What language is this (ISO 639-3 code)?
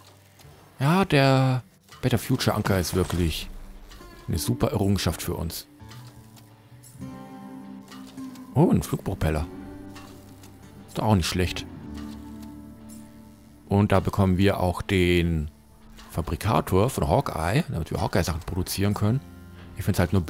deu